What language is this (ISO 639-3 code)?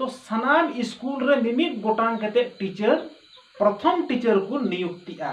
sat